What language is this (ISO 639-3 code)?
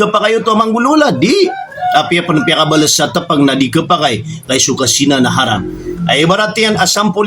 mrw